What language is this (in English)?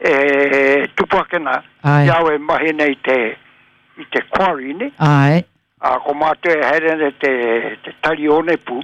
Māori